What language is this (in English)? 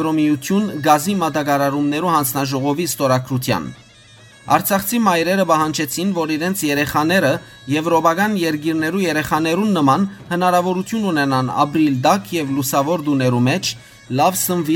Western Armenian